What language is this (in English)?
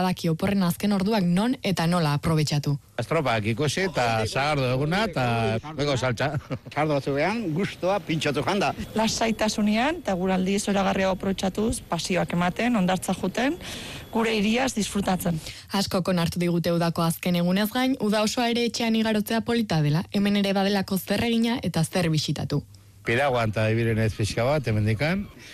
Basque